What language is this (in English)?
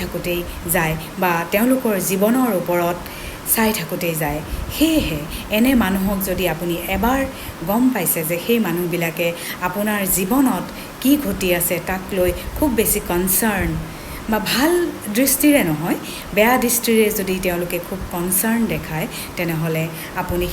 Assamese